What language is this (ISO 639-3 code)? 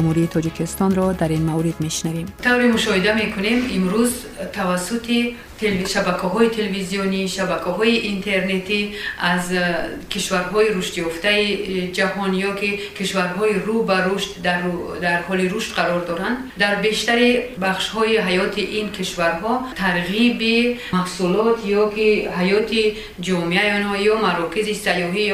tgk